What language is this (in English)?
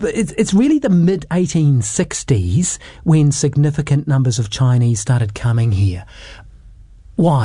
English